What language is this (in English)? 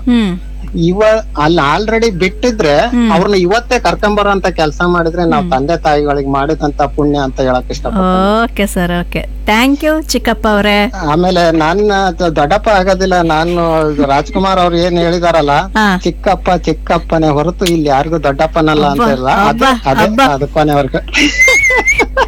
Kannada